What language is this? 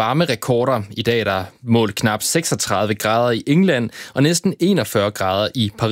Danish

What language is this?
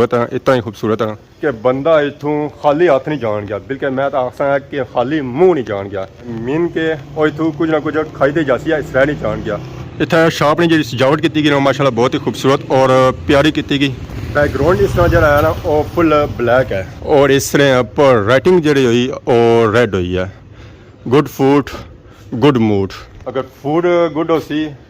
Pahari-Potwari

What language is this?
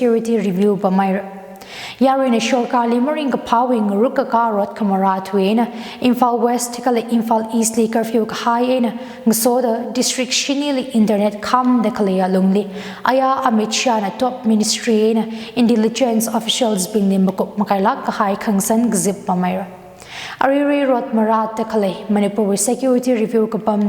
Tangkhul Naga (India)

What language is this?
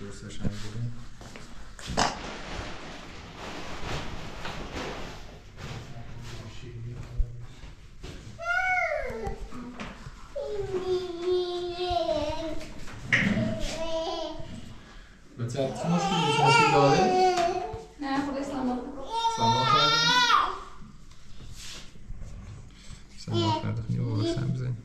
Persian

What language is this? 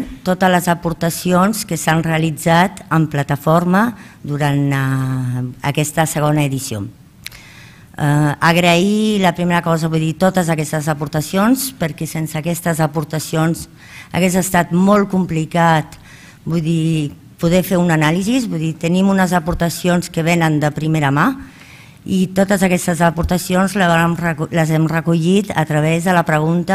Catalan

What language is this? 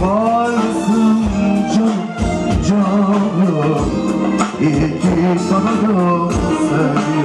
Turkish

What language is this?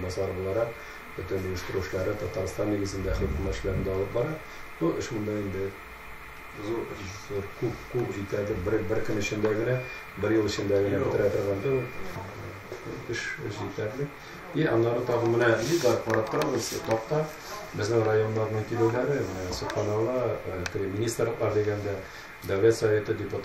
Tatar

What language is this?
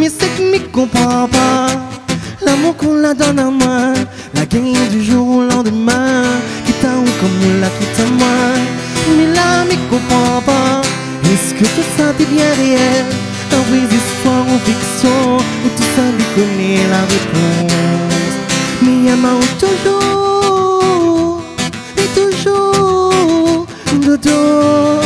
Réunion Creole French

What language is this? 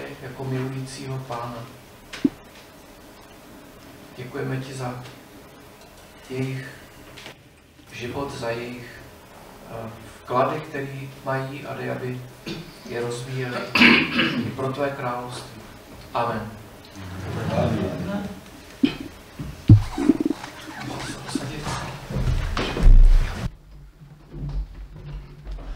Czech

